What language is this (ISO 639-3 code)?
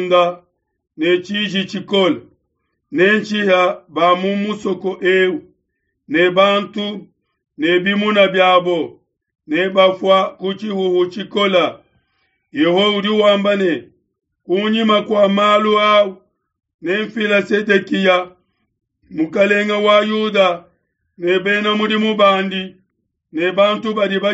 lua